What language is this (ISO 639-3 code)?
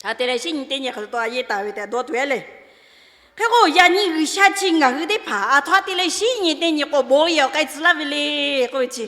lhu